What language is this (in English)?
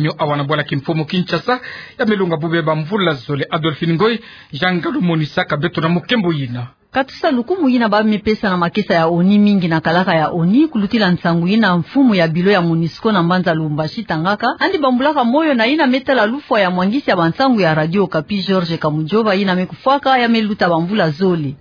Kituba (Democratic Republic of Congo)